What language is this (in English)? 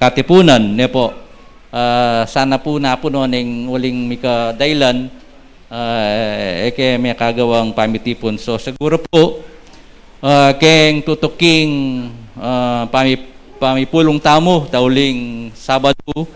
Pampanga